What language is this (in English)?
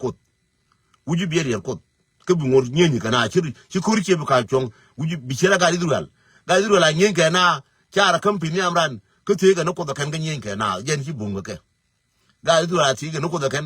Nuer